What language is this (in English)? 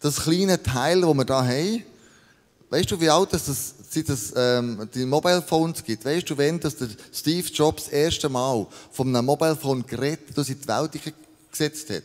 Swiss German